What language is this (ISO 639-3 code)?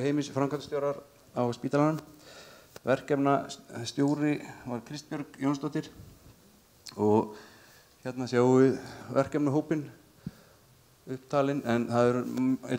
isl